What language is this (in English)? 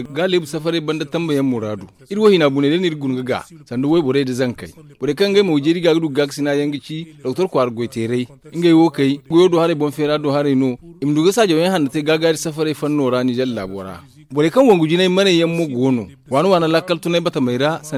Zarma